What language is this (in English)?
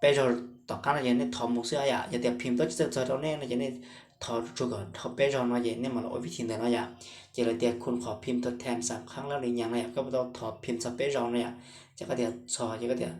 Hmong